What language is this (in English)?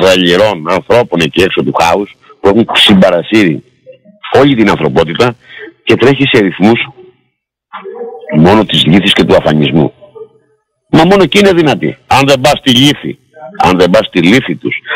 Greek